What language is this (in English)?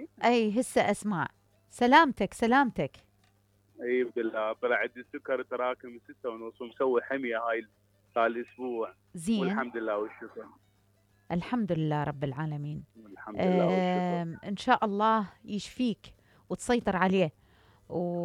Mesopotamian Arabic